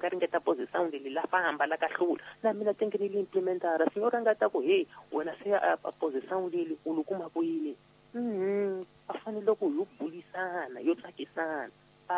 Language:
Tsonga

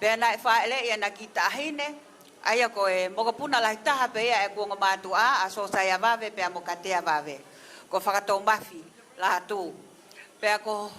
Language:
Tongan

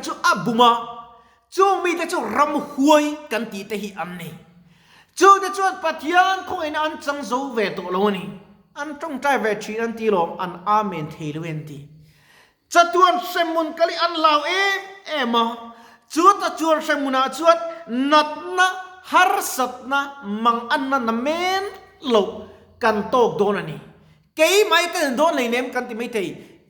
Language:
Mizo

